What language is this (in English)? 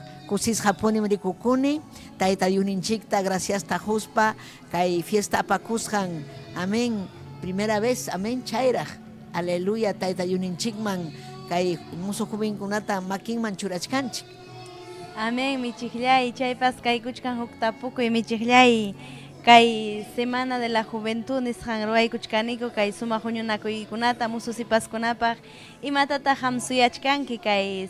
Ayacucho Quechua